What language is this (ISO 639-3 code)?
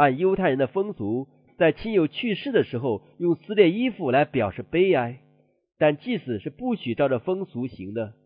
zho